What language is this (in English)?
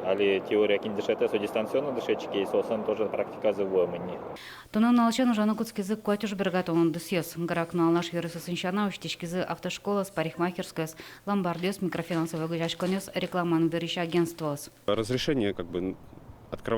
Udmurt